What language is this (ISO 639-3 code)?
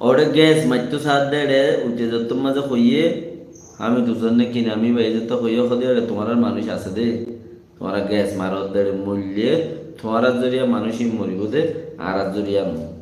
rhg